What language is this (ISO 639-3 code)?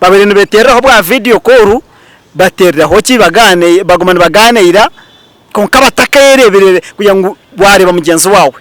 nyn